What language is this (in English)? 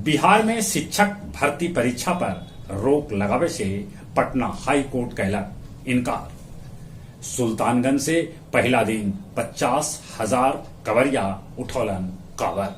Magahi